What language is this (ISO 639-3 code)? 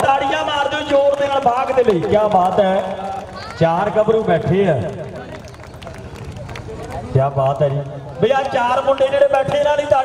pan